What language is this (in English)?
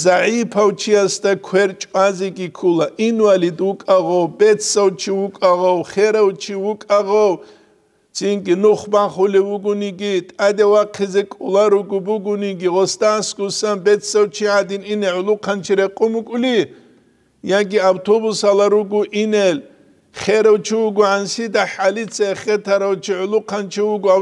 Avaric